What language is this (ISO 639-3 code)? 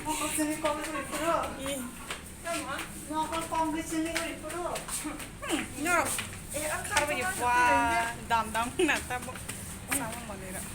trp